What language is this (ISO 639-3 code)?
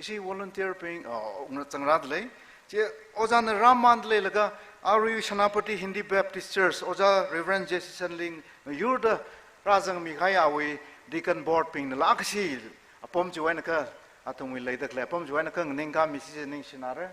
nmf